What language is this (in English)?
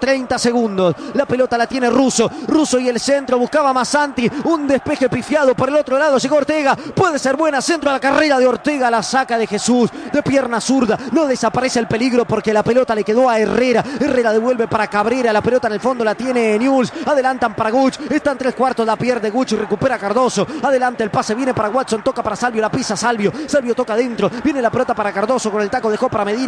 Spanish